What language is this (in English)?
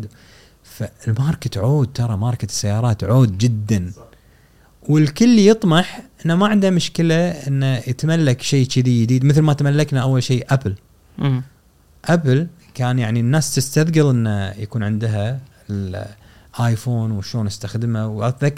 Gulf Arabic